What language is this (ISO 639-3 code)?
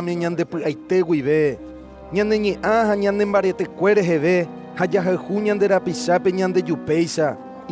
grn